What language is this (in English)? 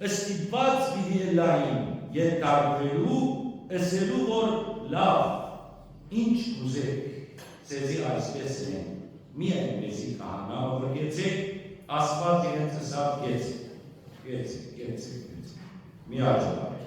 Western Armenian